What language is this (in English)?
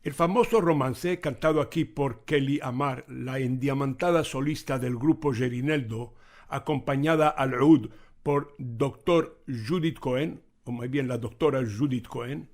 Ladino